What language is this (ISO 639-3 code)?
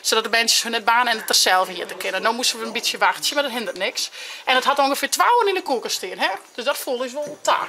fry